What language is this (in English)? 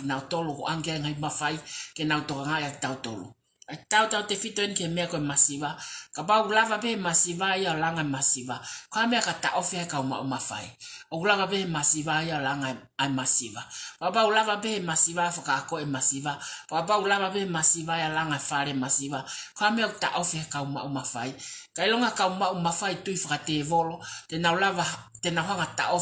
Tongan